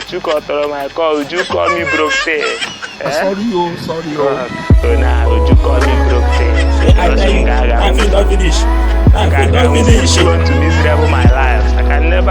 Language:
Nigerian Pidgin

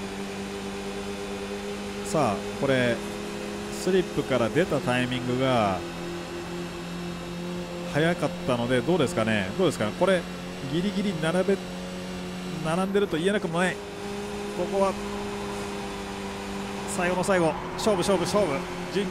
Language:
Japanese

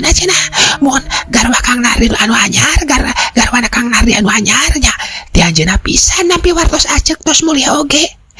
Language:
Sundanese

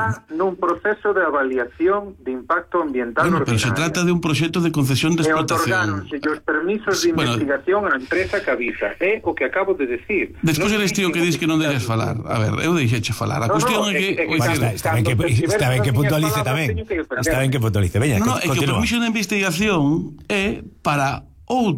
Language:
Galician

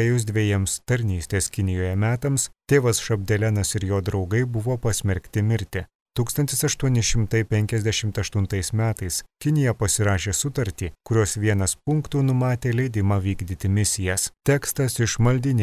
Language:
Lithuanian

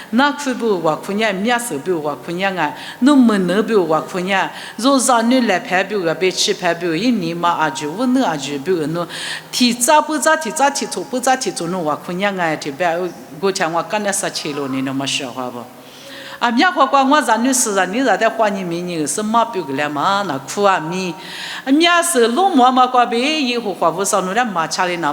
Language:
Lisu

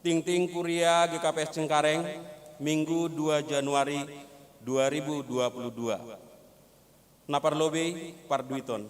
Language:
Batak Simalungun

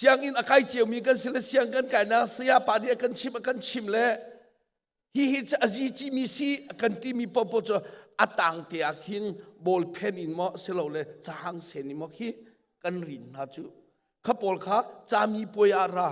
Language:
Hakha Chin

